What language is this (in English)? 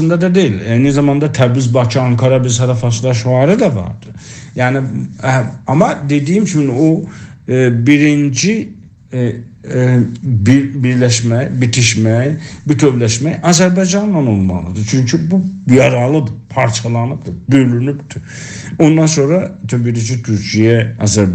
South Azerbaijani